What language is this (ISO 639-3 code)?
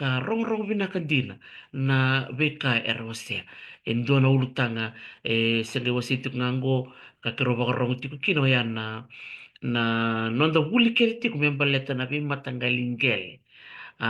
fij